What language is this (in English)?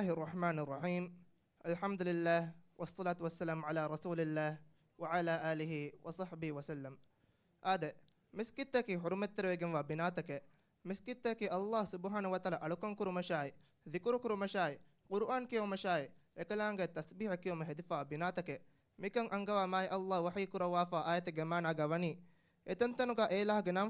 Divehi